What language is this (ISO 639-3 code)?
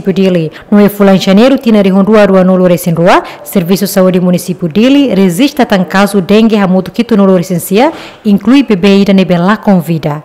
tet